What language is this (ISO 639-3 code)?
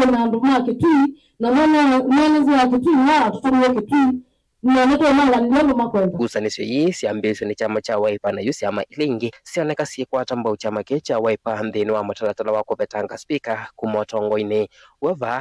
kam